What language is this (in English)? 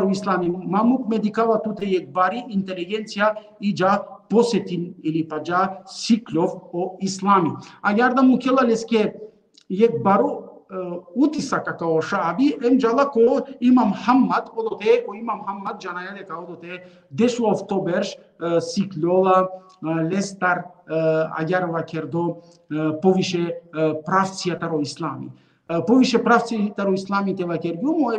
Balkan Romani